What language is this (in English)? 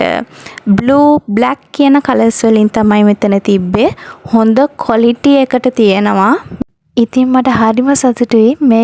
Sinhala